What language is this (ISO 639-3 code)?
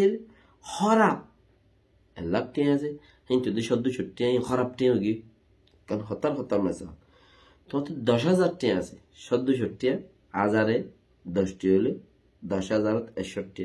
rhg